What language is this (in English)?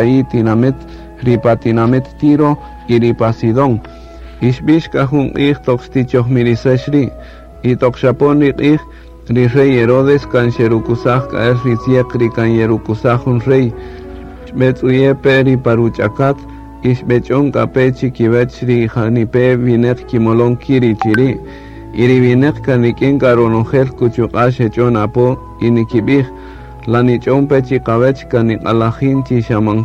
Kaqchikel